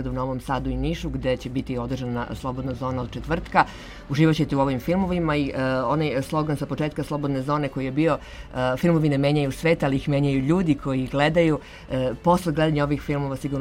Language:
Serbian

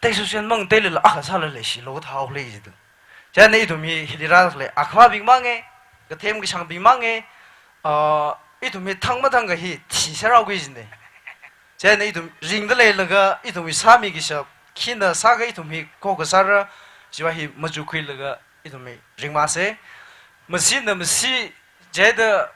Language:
Tangkhul Naga (India)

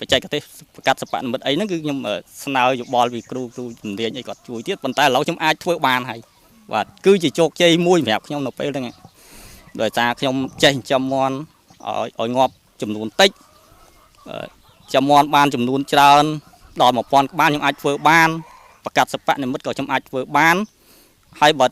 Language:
Khmer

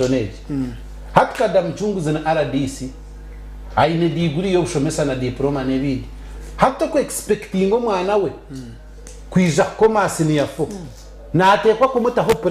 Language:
Nyankole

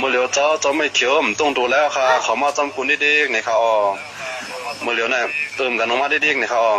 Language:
Shan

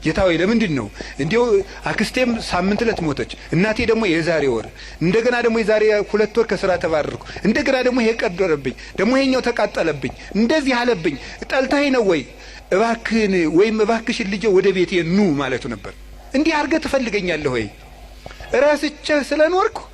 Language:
Amharic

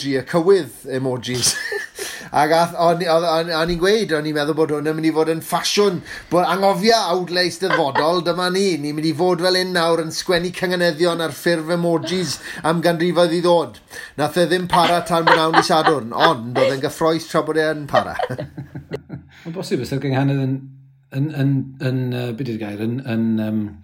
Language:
Welsh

